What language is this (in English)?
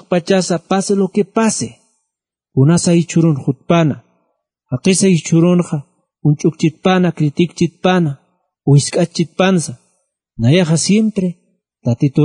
Aymara